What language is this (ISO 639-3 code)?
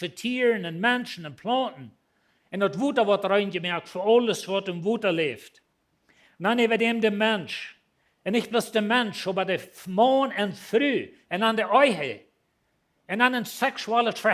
pdt